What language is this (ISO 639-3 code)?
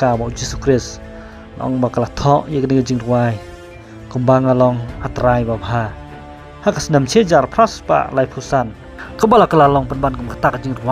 kha